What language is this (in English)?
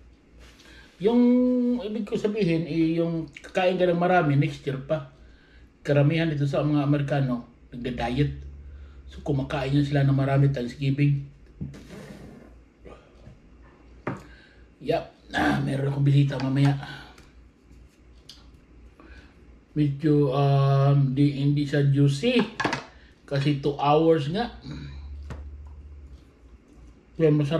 Filipino